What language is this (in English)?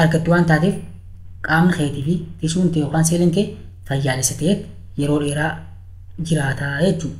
Oromo